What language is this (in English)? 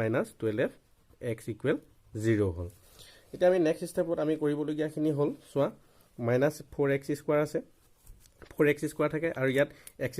Assamese